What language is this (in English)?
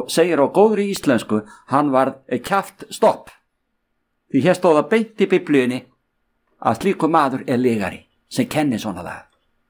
Icelandic